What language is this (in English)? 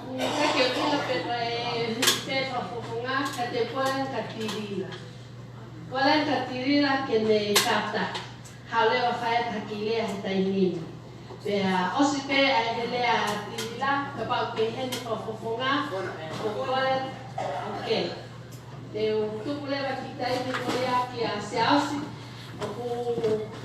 Tongan